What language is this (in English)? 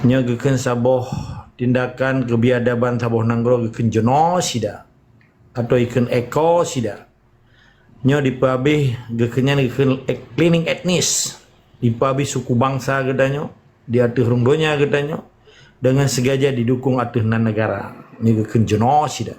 Achinese